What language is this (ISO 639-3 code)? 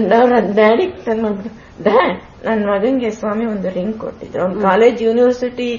kan